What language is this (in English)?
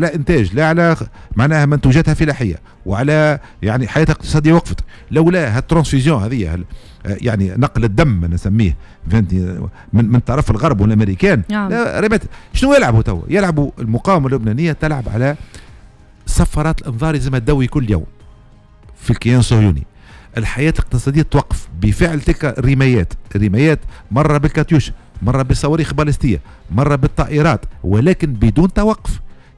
Tunisian Arabic